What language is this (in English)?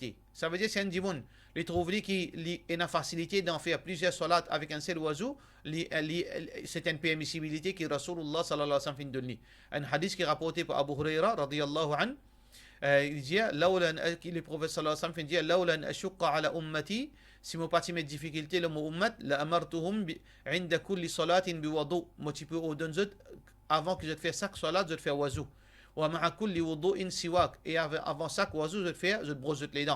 Morisyen